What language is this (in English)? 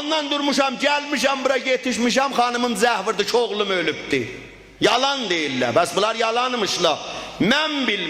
South Azerbaijani